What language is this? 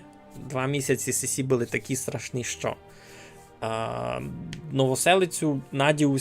Rusyn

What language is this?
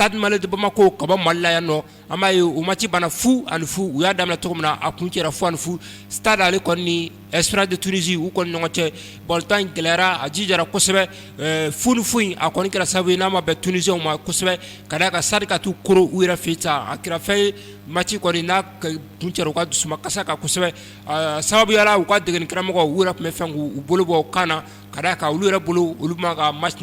Bambara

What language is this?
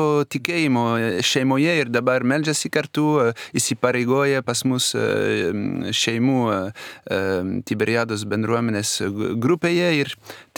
Lithuanian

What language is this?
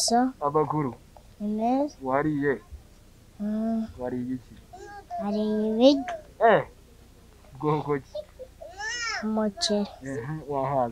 Kinyarwanda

